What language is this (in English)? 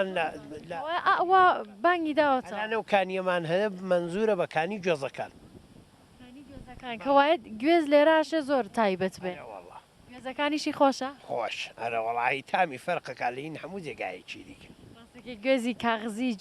Central Kurdish